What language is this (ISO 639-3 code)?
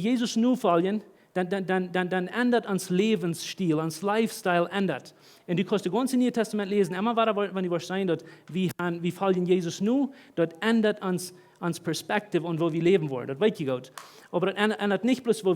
pdt